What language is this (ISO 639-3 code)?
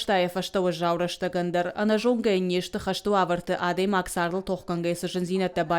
oss